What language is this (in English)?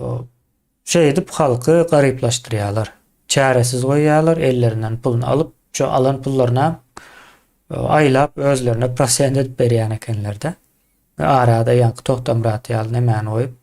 Turkmen